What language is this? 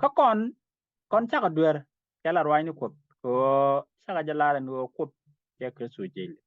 Nuer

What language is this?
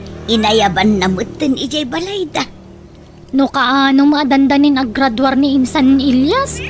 Iloko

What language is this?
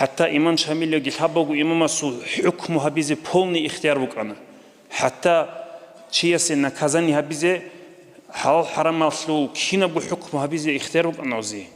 Avaric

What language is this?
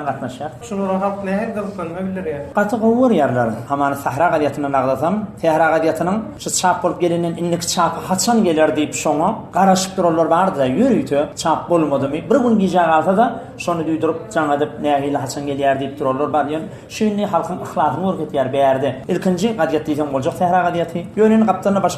Turkmen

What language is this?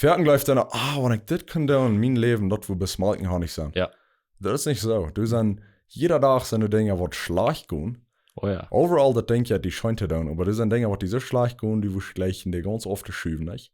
Plautdietsch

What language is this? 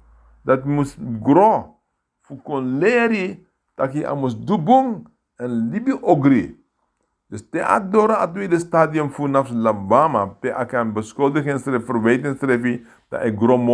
Sranan Tongo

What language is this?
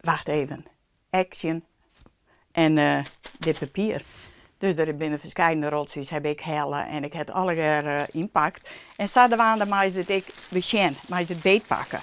Western Frisian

